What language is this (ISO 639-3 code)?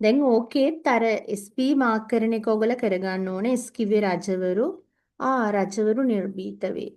sin